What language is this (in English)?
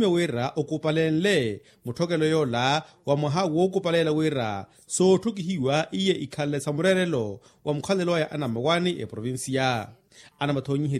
Makhuwa